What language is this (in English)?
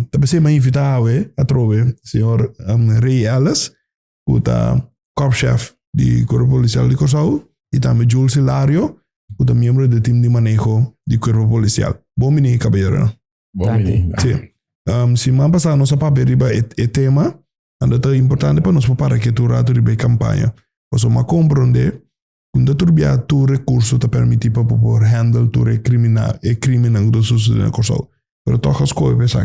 Papiamento